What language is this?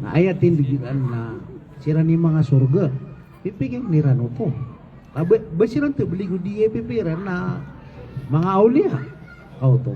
Maranao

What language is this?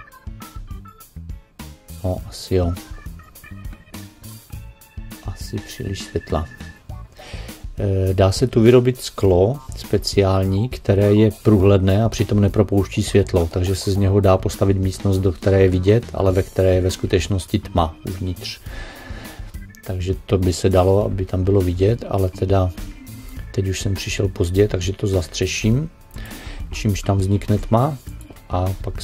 Czech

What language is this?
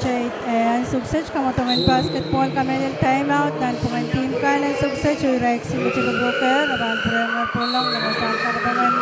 Pohnpeian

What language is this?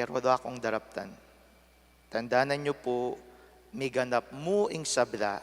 Pampanga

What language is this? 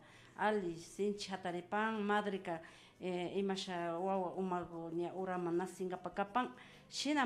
Imbabura Highland Quichua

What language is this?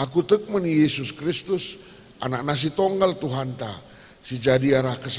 Batak Karo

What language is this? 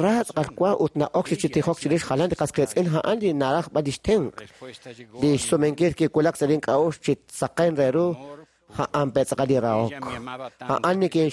Kekchí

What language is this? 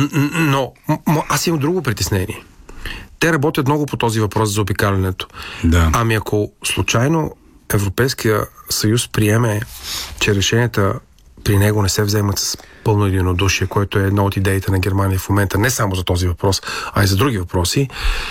Bulgarian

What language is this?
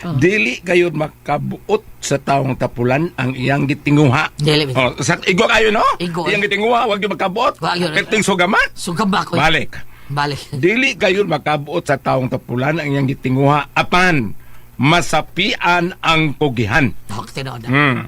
Cebuano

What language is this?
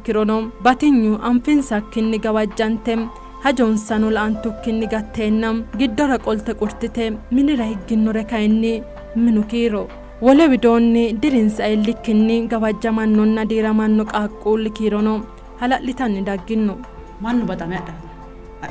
Sidamo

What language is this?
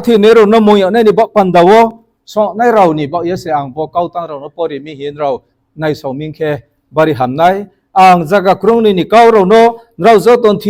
Riang (India)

